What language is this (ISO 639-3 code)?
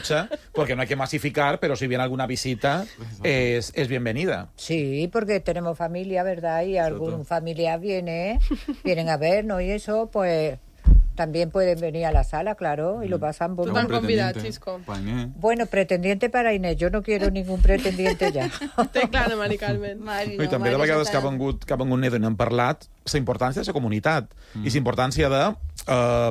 cat